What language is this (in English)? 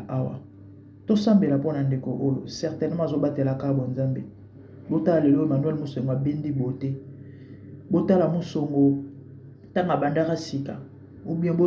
Lingala